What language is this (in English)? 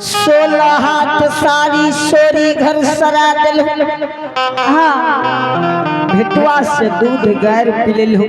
Angika